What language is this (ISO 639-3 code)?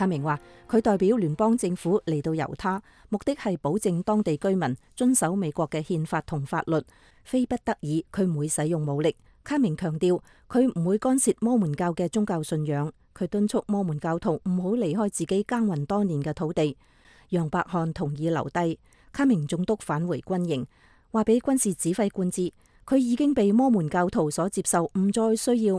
yue